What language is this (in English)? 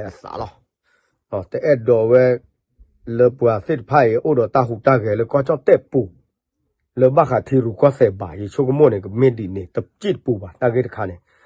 S'gaw Karen